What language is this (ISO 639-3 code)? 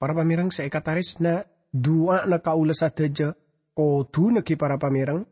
mad